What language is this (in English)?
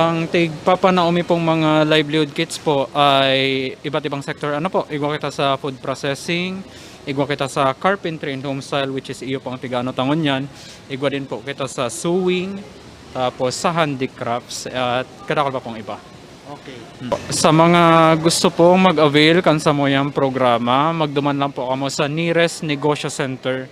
Bikol